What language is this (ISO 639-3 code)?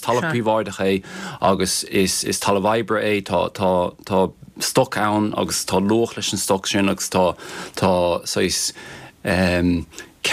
gle